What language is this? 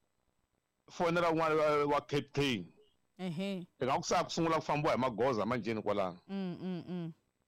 Tsonga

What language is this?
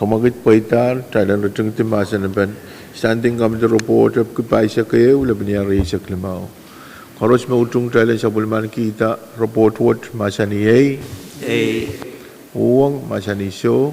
Pohnpeian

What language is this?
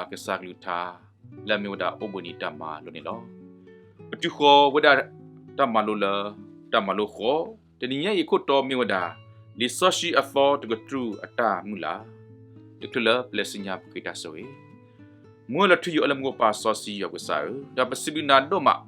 S'gaw Karen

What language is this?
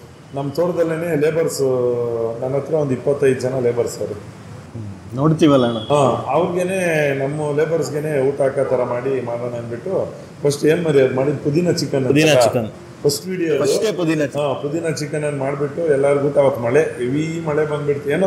Kannada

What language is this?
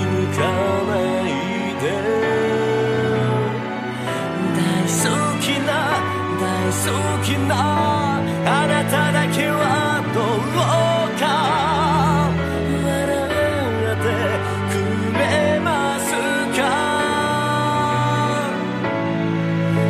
Japanese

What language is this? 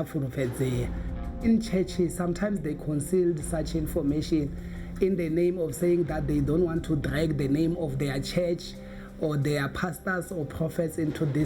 Venda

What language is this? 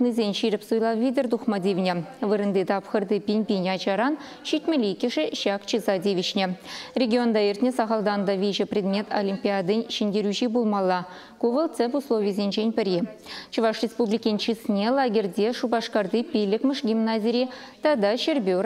Chuvash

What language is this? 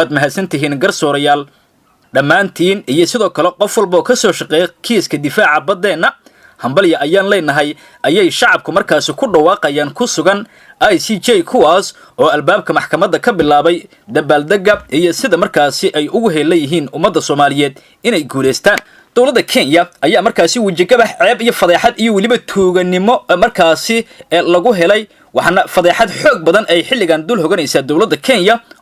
Somali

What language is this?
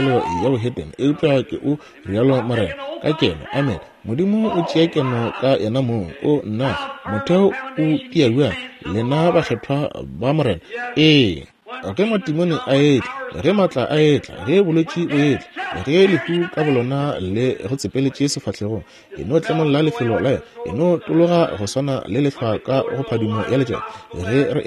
Northern Sotho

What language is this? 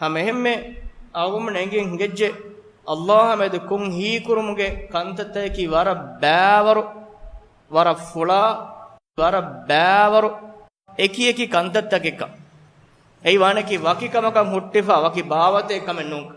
Divehi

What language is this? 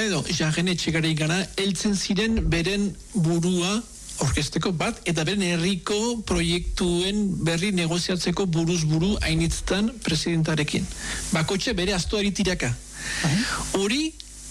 Basque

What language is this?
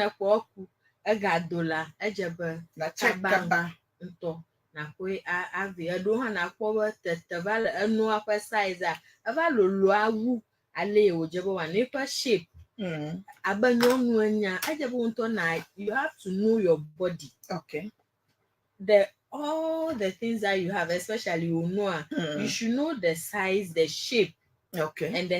Ewe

